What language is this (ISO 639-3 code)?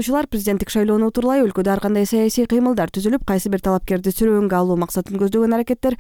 kir